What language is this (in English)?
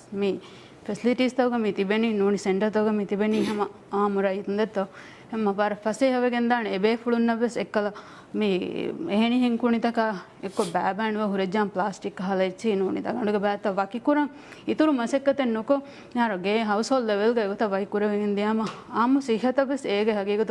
Divehi